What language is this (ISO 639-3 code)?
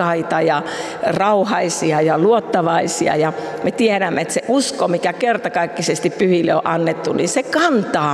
fin